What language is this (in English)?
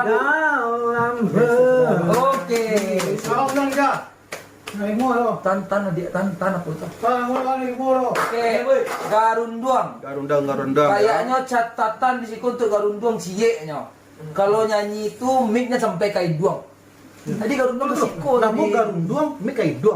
Minangkabau